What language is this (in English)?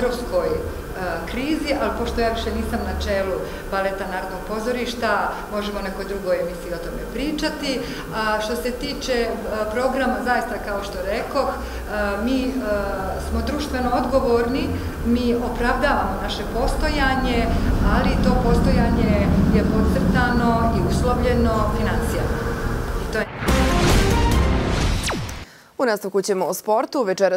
Bosnian